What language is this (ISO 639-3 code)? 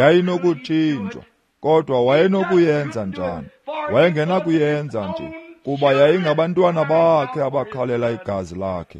xho